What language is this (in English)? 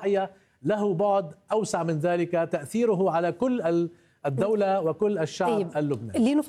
Arabic